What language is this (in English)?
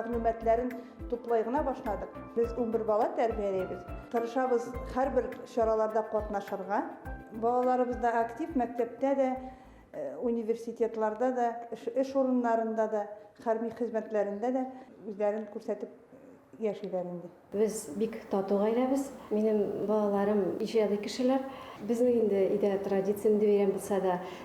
Bashkir